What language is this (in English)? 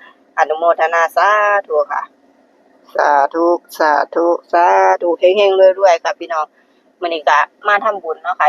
Northeastern Thai